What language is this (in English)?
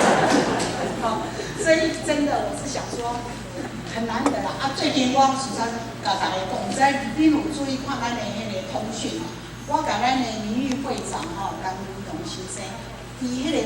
Min Nan Chinese